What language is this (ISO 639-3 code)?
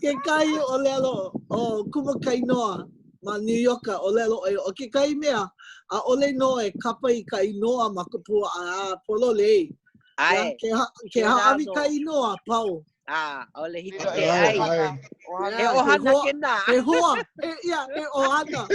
haw